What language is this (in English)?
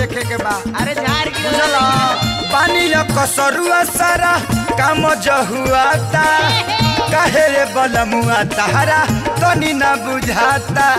Bhojpuri